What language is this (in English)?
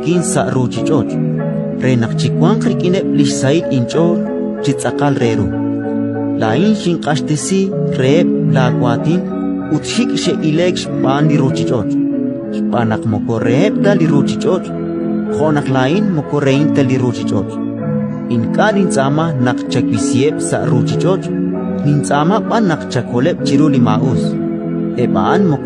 Kekchí